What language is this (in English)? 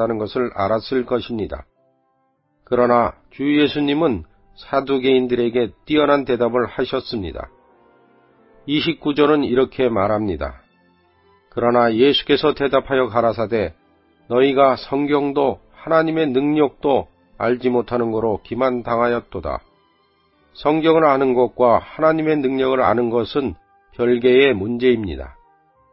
Korean